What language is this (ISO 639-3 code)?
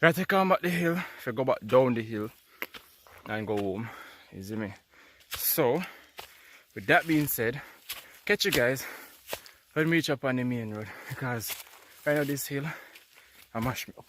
jam